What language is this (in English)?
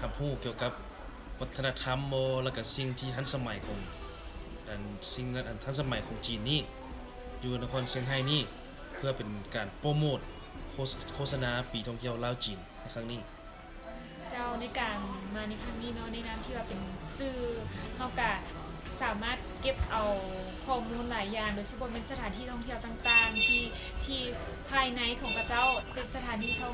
Lao